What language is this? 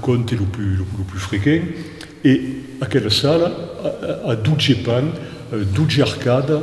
Occitan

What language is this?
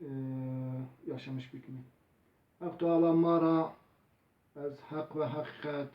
Zaza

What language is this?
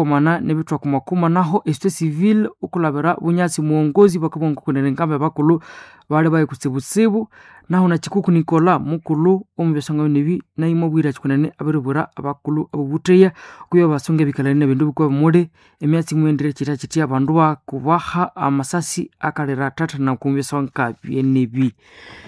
Nande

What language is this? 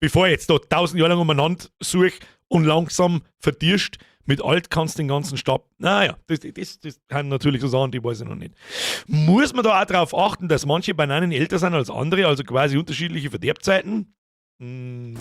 Bavarian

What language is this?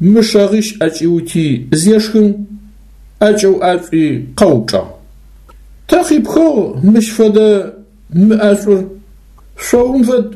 Adyghe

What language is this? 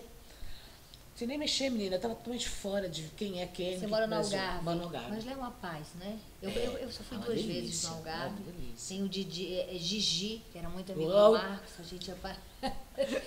Portuguese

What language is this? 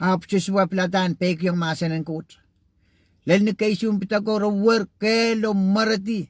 Pohnpeian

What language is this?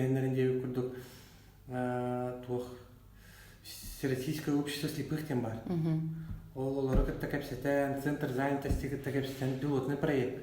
Yakut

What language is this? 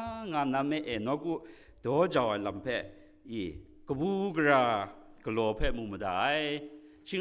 Kachin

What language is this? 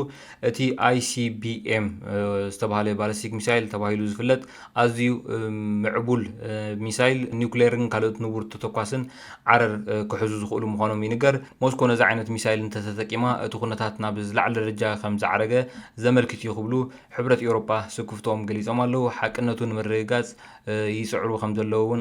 Tigrinya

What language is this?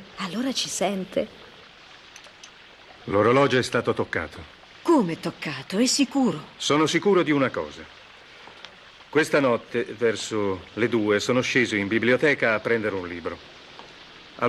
Italian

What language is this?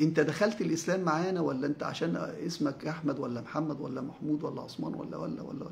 Egyptian Arabic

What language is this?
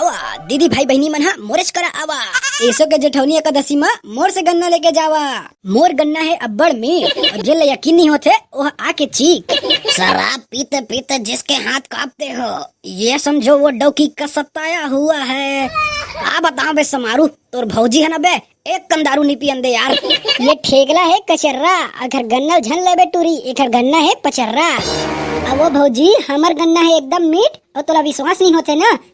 Chhattisgarhi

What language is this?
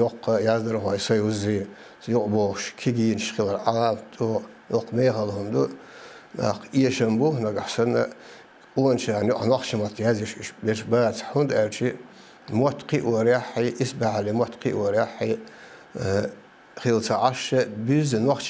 Chechen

